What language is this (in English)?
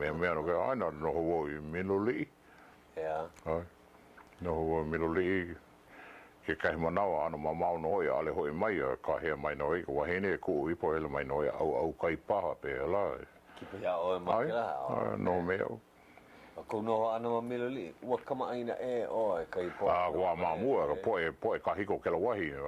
Hawaiian